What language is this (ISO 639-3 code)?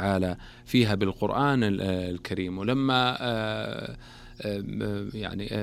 ara